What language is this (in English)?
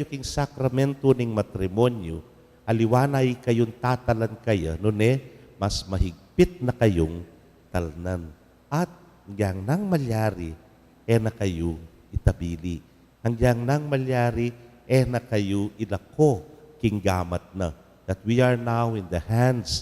Pampanga